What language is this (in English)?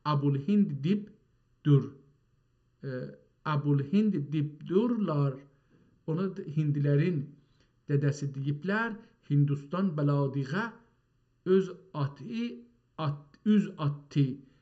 South Azerbaijani